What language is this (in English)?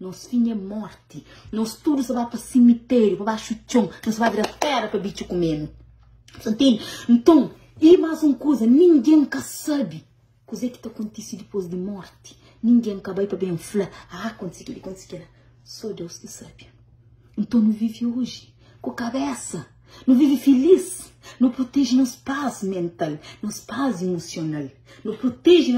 Kabuverdianu